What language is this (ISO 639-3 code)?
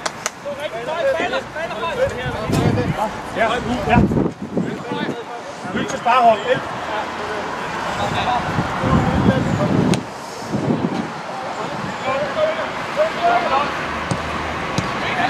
dan